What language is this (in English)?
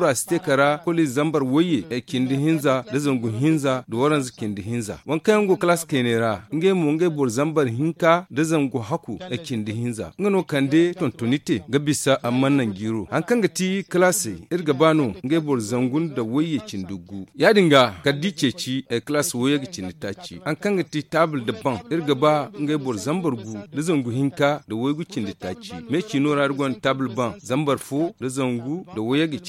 Zarma